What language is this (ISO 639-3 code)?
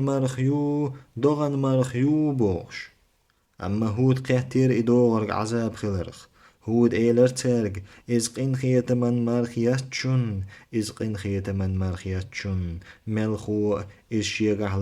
che